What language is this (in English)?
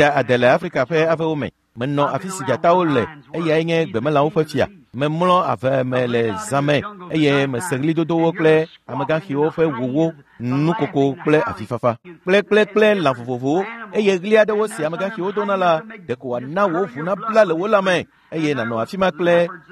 Ewe